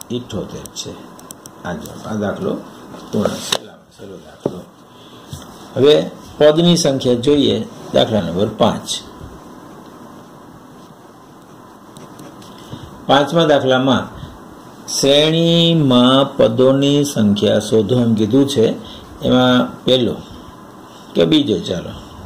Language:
Gujarati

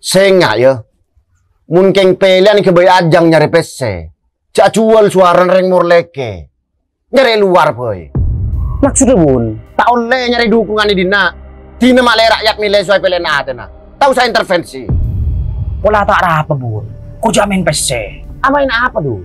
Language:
Madurese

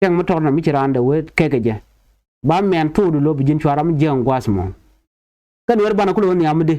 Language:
Nuer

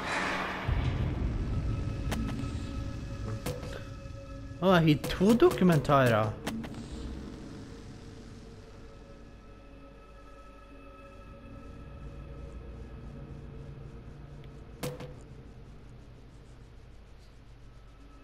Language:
Norwegian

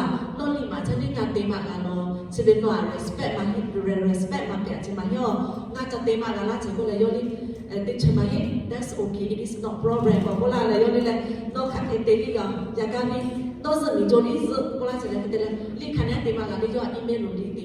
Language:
Lahu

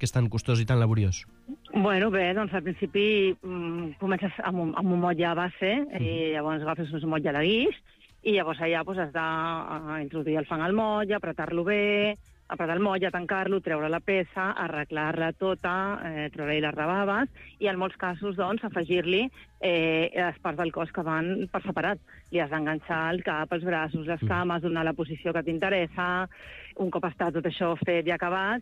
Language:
Catalan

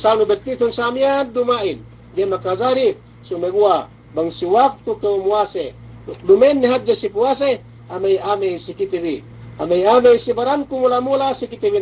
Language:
Yakan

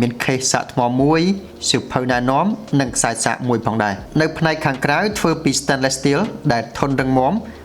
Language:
Khmer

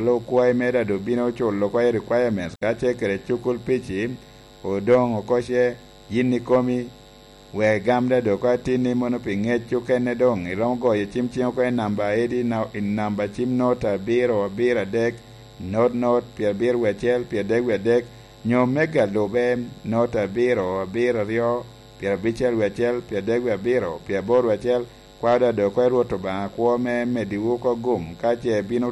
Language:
Lango (Uganda)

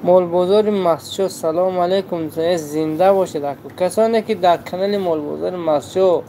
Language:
Tajik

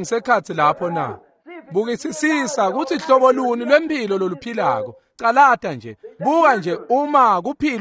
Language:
Swati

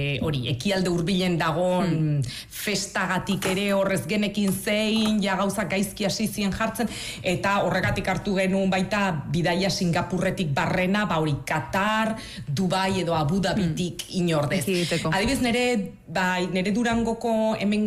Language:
Basque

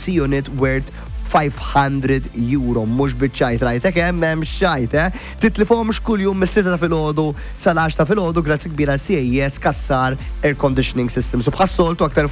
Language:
Maltese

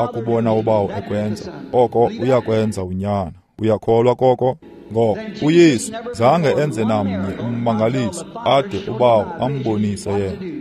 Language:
Xhosa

